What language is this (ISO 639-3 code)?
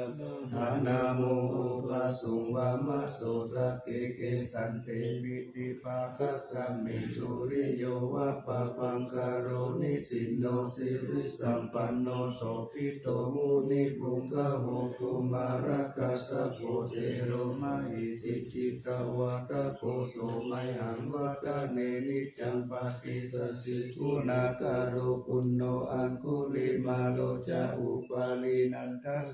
pli